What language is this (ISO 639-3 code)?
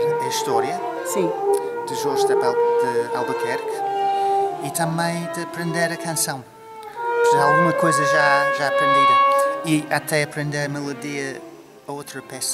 por